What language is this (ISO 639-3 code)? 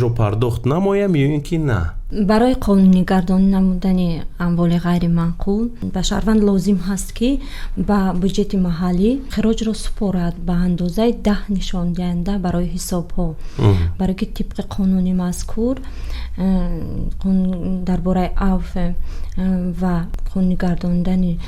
tgk